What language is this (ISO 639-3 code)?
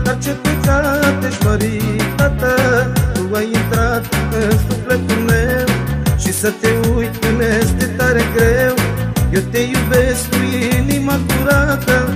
ron